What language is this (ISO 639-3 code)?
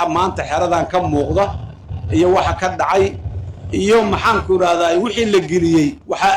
som